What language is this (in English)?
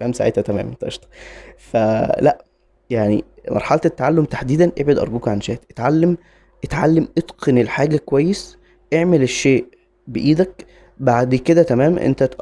Egyptian Arabic